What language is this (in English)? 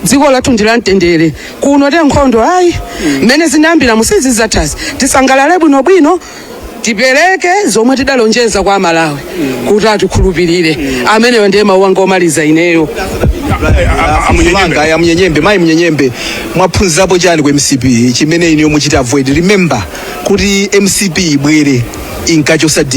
Nyanja